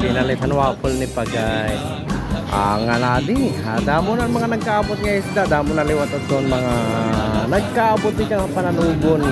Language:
Waray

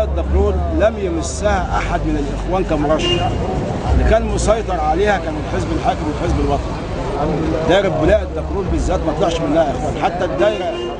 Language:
Egyptian Arabic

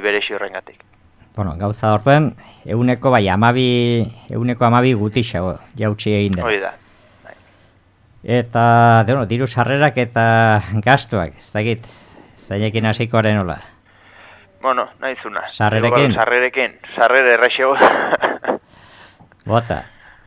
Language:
Basque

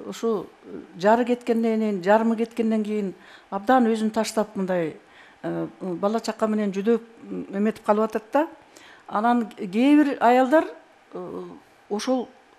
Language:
Kyrgyz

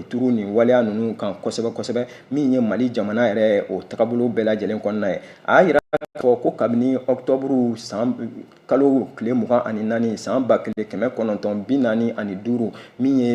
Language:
Bambara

